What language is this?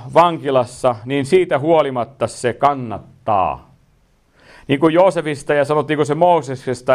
Finnish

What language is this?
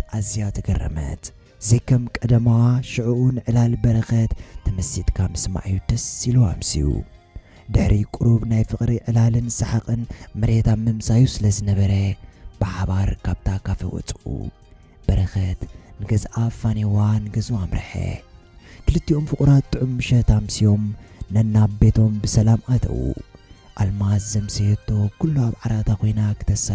Tigrinya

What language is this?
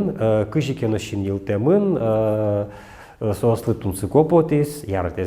Udmurt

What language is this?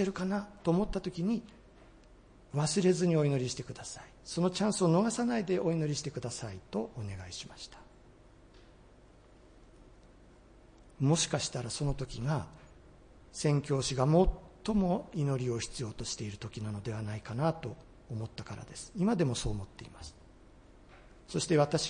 Japanese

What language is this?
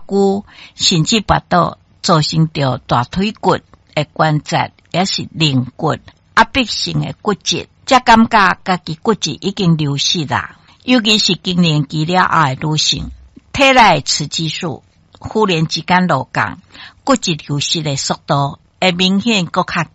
Min Nan Chinese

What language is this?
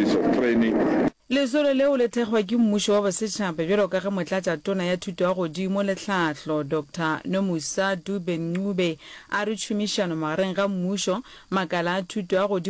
Northern Sotho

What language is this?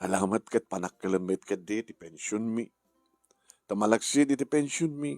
Iloko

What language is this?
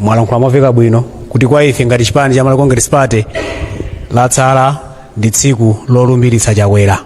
Nyanja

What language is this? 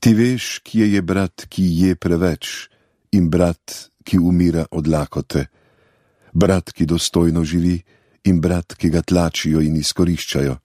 Slovenian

